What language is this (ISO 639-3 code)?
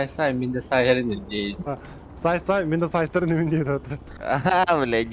sah